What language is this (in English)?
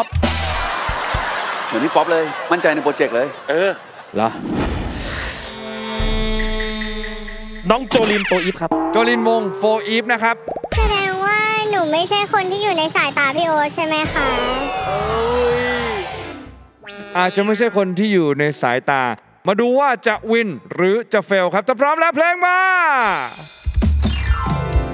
Thai